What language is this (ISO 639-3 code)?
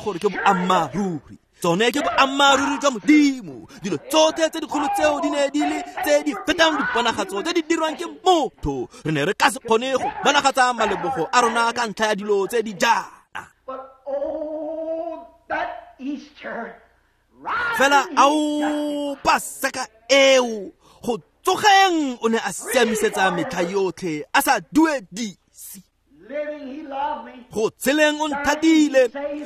tsn